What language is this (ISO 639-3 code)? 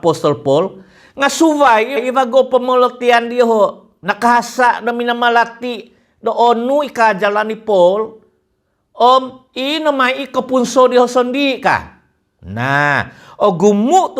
dtp